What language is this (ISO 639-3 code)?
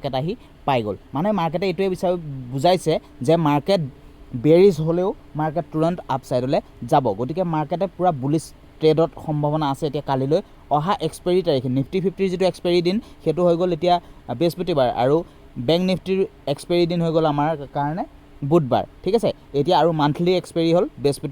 asm